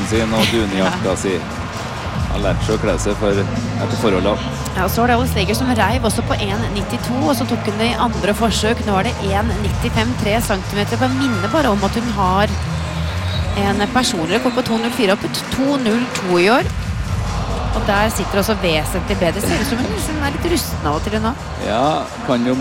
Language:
Norwegian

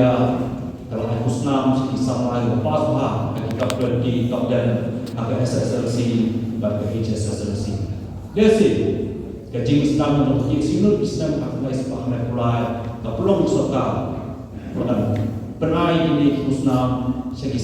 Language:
Khasi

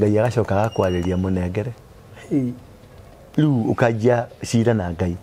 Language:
Kikuyu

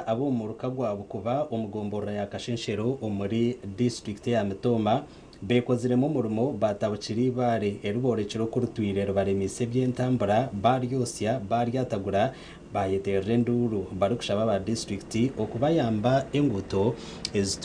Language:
Nyankole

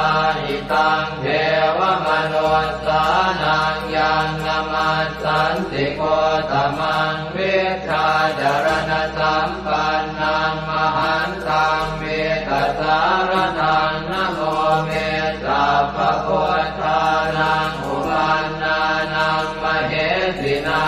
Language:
Pali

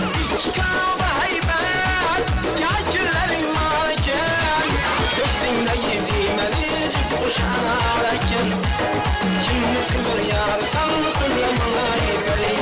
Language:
Kara-Kalpak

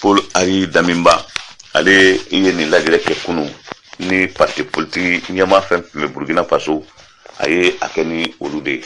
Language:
Bambara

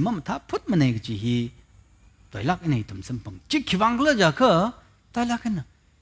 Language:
Tangkhul Naga (India)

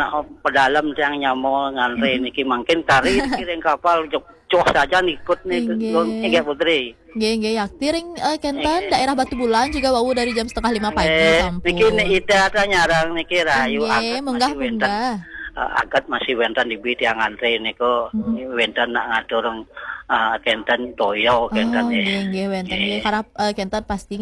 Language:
Balinese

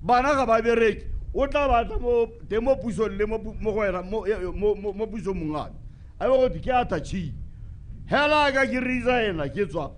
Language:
Tswana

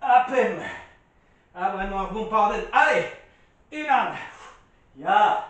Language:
Breton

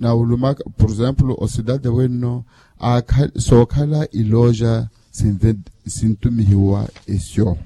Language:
Makhuwa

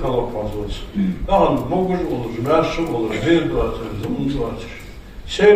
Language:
Ingush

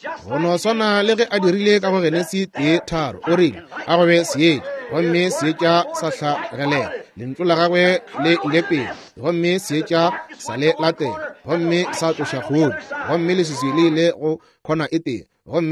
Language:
Northern Sotho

